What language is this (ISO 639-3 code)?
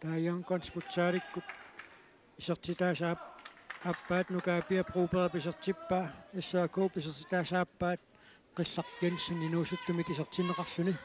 kal